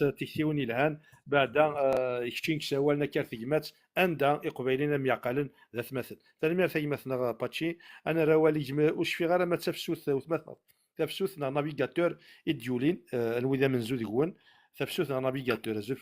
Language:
Kabyle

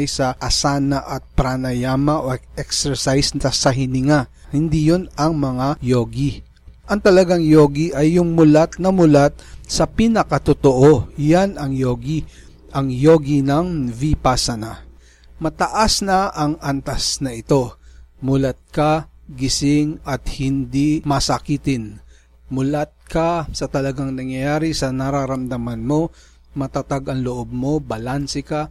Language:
Filipino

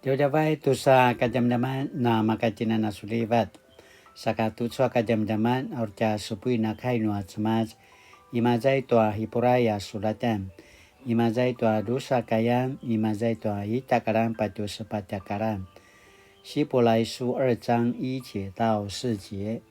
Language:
Paiwan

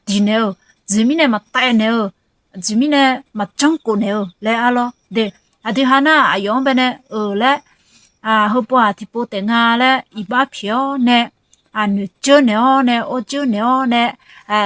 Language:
Akha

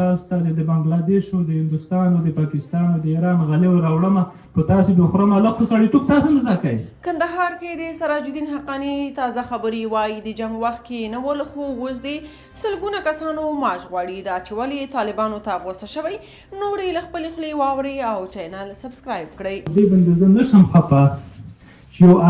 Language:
Pashto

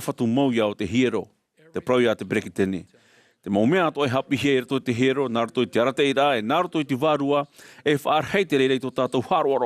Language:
Tahitian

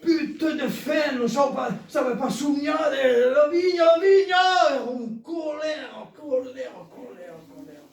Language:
Occitan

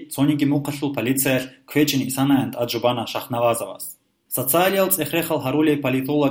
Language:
Avaric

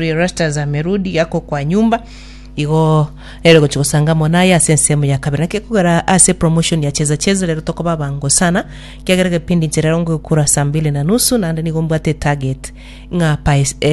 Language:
Gusii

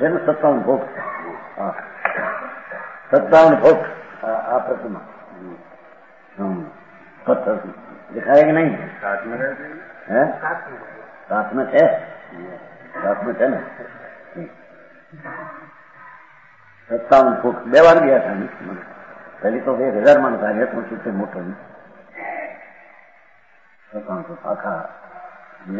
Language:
Gujarati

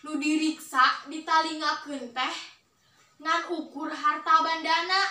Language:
Sundanese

